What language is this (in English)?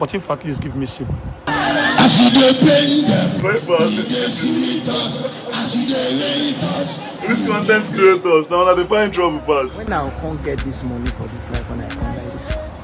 Nigerian Pidgin